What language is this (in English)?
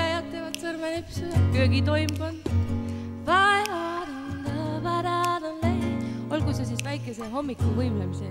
Estonian